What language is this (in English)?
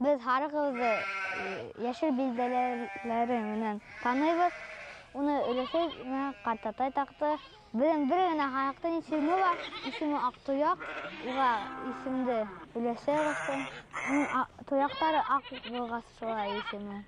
Bashkir